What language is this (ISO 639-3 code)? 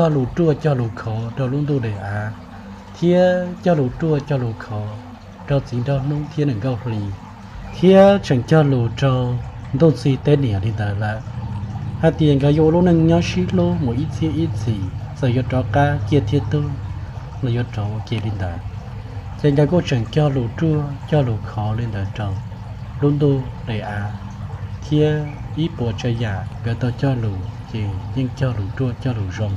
hmn